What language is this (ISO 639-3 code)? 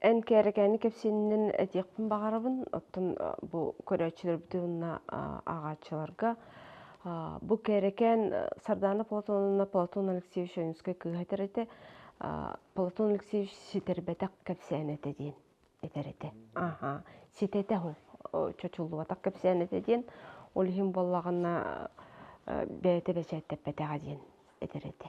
sah